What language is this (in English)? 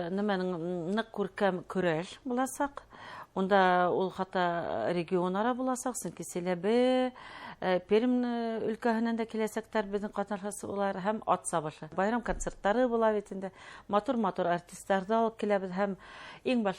Bashkir